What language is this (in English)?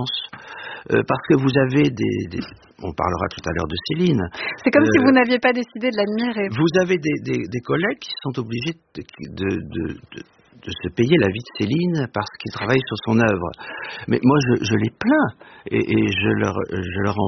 French